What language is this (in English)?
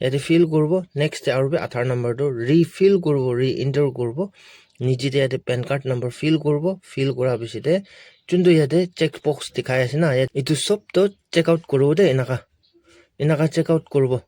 Naga Pidgin